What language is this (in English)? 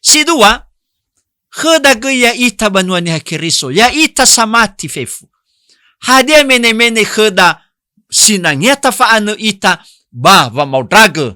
Nias